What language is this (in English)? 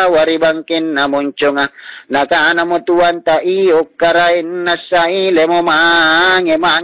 Makasar